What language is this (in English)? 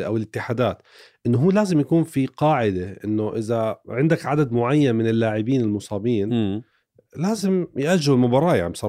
North Levantine Arabic